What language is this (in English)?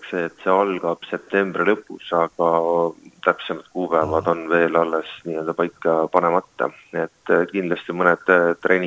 Estonian